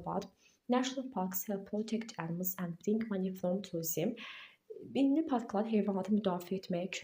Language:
Azerbaijani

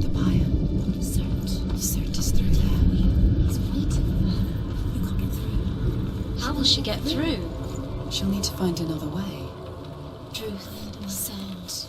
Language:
Swiss German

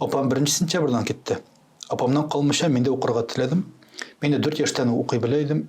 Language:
Tatar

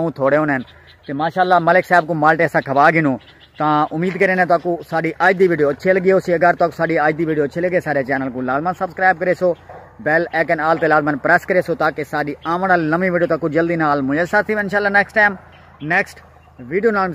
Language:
Saraiki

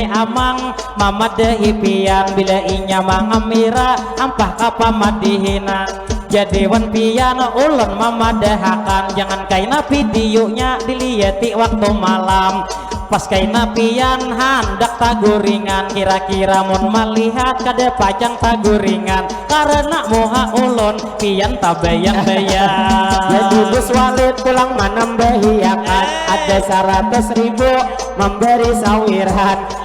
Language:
Banjar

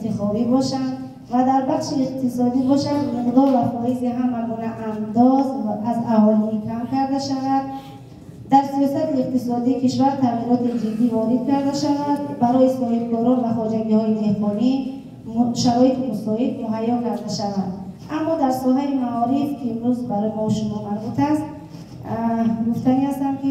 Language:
Tajik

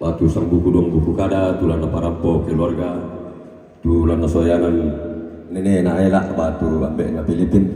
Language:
Toraja-Sa'dan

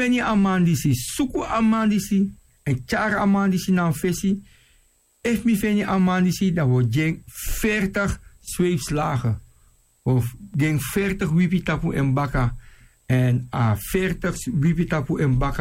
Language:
Sranan Tongo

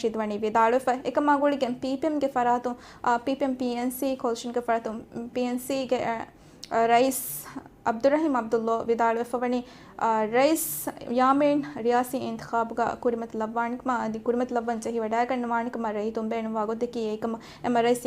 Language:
Divehi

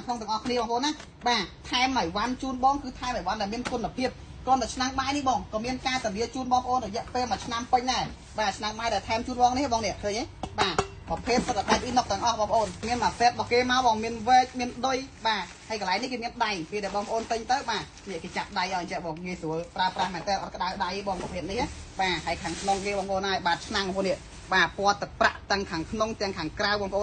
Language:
Khmer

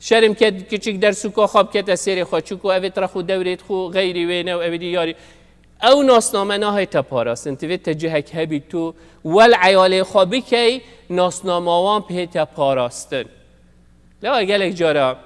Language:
Kurdish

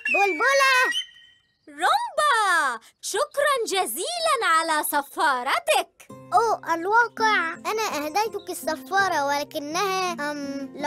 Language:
Arabic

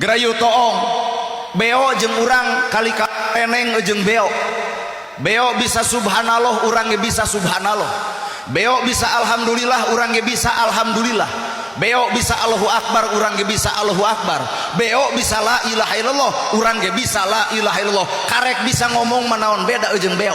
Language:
Sundanese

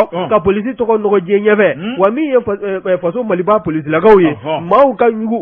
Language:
Bambara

